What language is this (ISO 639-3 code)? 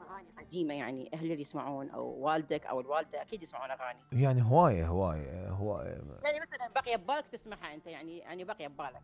acm